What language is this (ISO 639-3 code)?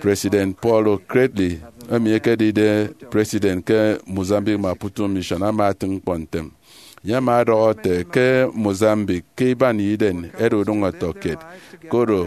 efi